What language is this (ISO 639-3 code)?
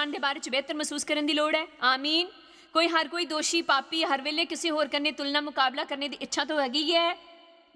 doi